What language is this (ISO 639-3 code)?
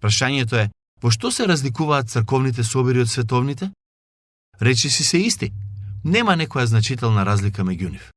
mkd